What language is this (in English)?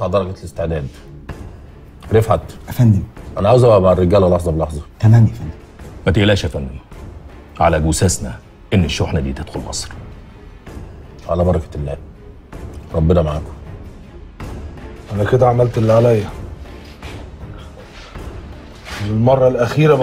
Egyptian Arabic